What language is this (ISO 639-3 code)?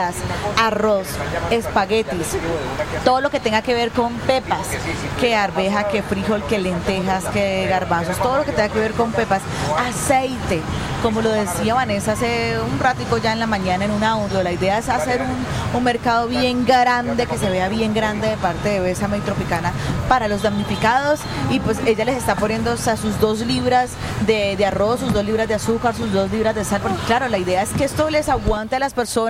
spa